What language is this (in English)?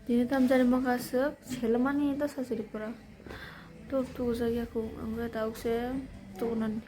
Kok Borok